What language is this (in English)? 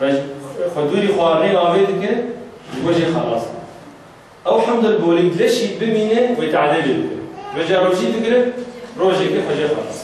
Kurdish